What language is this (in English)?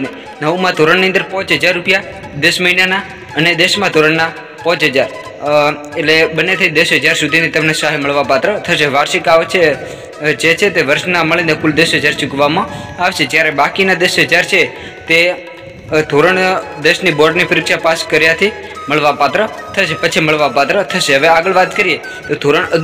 Gujarati